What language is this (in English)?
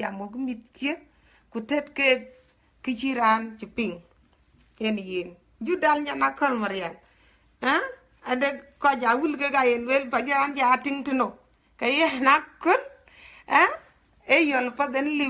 Dinka